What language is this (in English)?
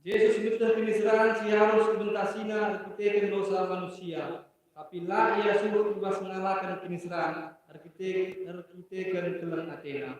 Batak Karo